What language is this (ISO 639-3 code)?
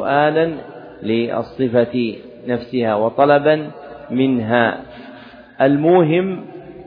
ara